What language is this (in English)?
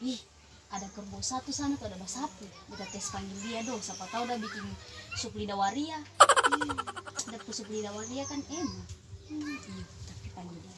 Ambonese Malay